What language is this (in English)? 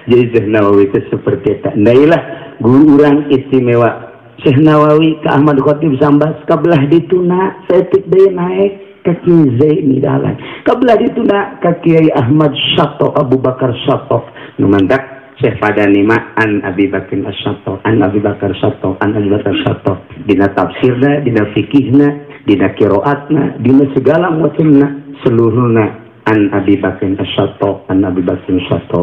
Sundanese